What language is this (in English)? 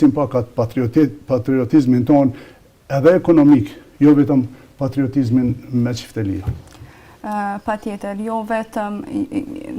Albanian